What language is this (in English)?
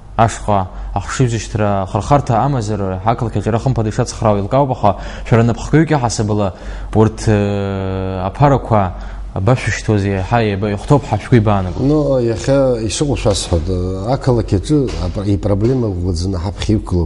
Abkhazian